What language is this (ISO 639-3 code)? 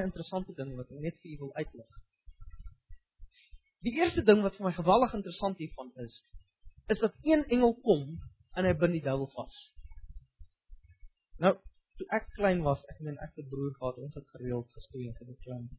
afr